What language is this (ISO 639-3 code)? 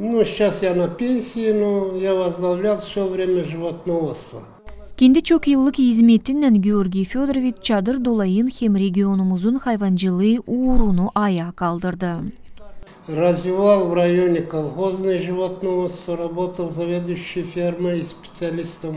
gag